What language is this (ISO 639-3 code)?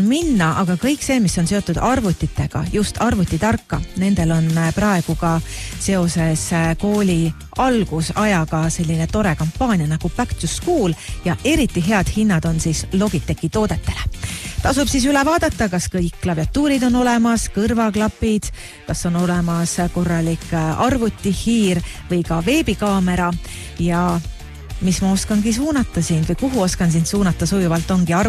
est